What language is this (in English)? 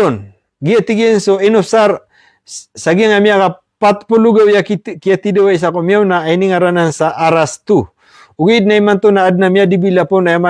Maranao